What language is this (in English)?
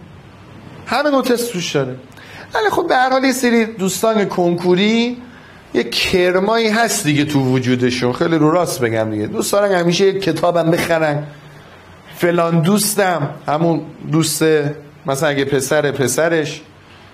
Persian